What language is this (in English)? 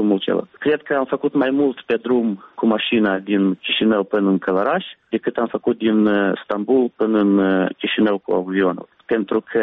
Romanian